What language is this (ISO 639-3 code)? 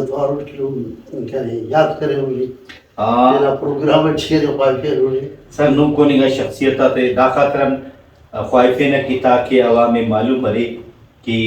brh